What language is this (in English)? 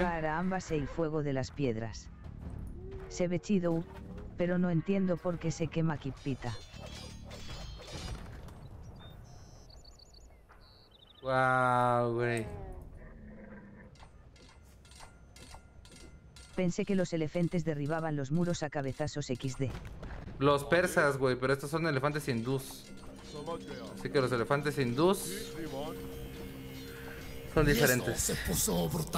Spanish